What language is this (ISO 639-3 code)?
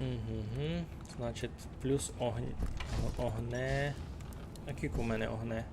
rue